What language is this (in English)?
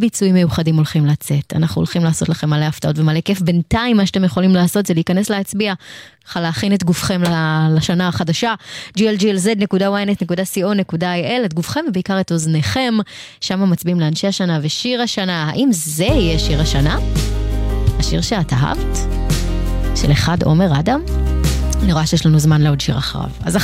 Hebrew